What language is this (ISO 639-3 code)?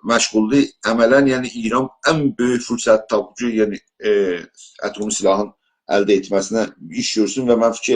azb